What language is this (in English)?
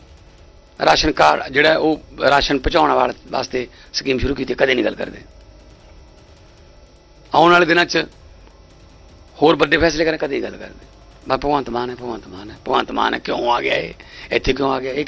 Punjabi